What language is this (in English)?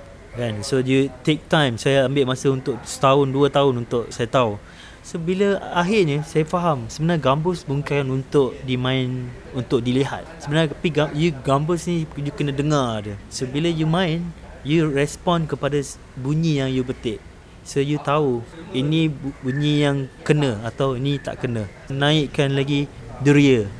Malay